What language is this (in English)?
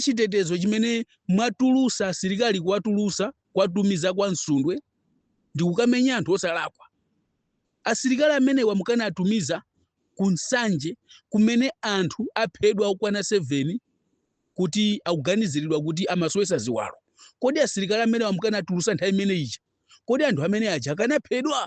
Nyanja